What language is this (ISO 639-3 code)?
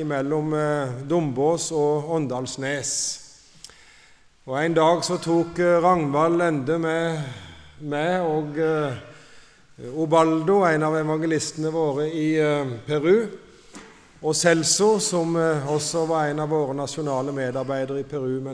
nor